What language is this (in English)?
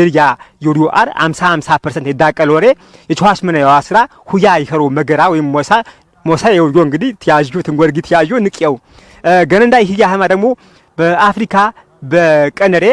Amharic